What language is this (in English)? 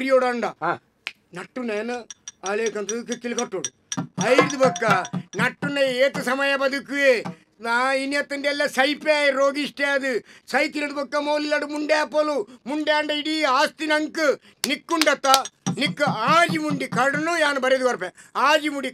Tulu